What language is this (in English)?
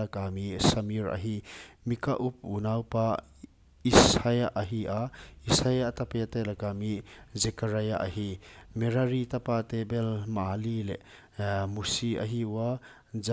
Paite Chin